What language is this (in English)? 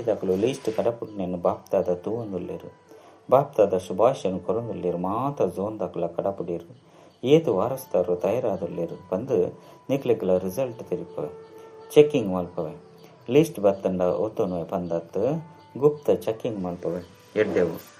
Tulu